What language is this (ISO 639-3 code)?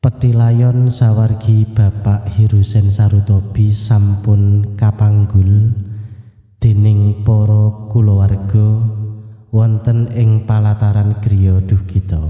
jav